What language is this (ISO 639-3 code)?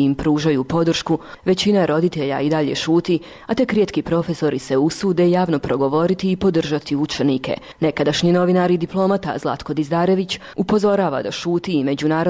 hrv